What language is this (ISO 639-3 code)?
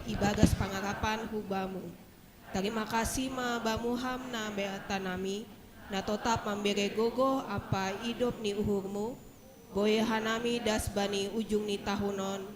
bts